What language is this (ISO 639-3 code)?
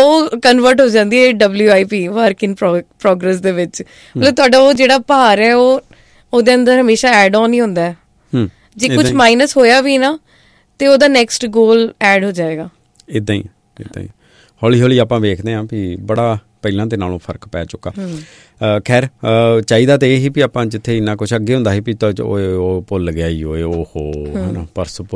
pan